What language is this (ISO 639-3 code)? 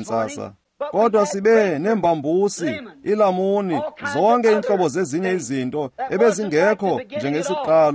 xho